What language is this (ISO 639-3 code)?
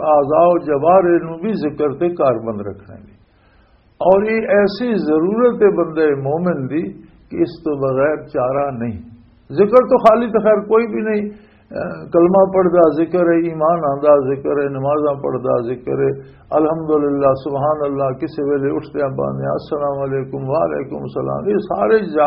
lah